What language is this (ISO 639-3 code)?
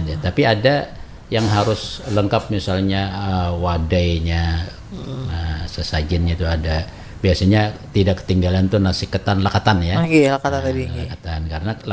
bjn